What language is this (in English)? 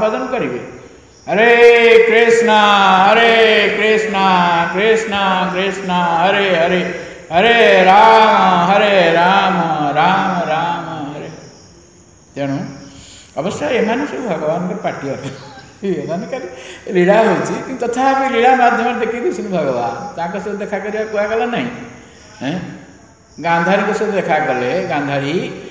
Odia